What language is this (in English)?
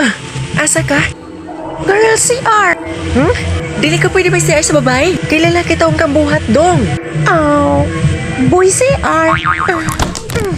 Cebuano